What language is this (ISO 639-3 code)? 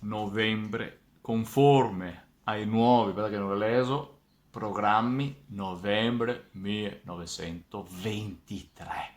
vec